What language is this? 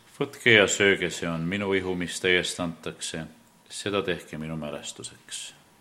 Estonian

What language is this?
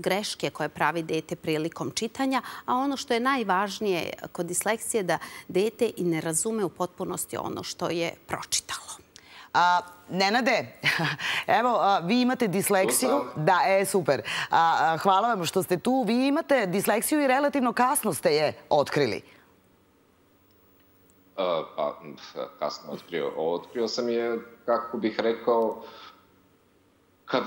Serbian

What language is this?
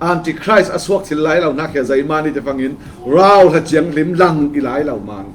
Falam Chin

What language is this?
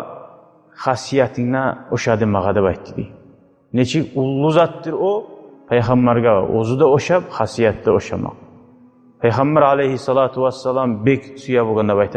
Kumyk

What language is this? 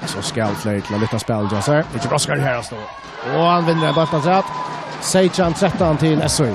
Faroese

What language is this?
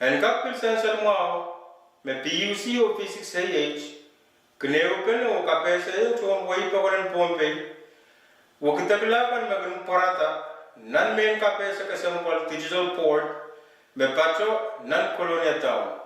Pohnpeian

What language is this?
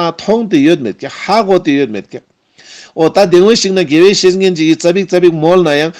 Ladakhi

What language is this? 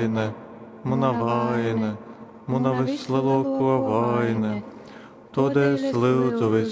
Latgalian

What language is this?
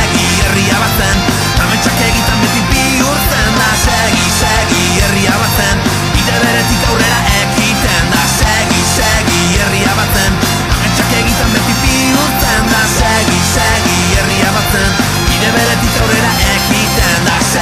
Basque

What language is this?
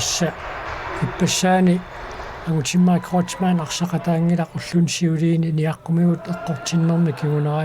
Kalaallisut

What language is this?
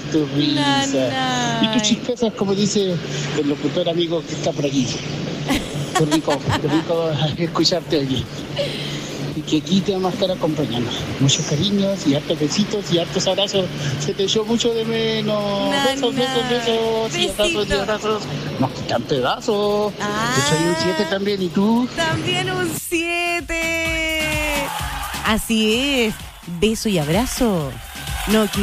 Spanish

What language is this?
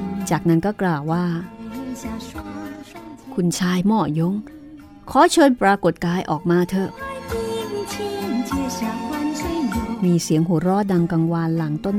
Thai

